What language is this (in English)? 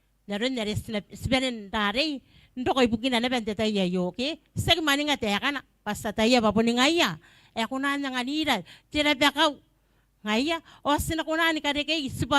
Gilbertese